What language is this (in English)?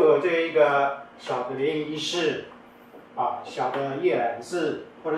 Chinese